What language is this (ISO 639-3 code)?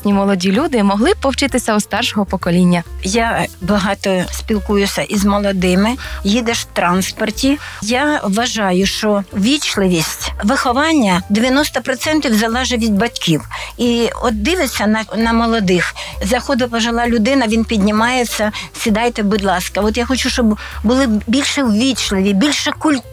ukr